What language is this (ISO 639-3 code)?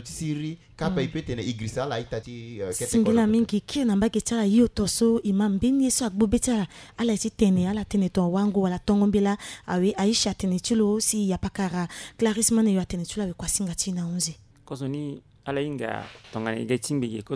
sag